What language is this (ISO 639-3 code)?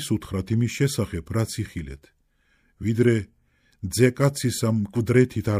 kat